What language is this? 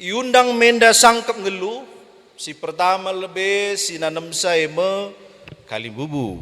Batak Karo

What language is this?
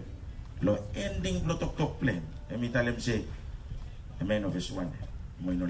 Bislama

